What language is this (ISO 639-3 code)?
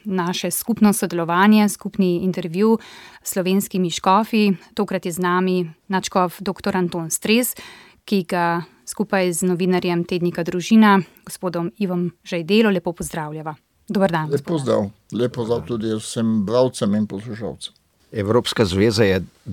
slv